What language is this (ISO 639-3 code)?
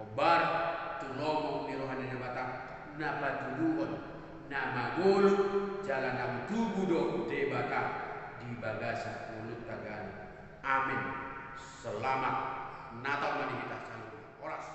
bbc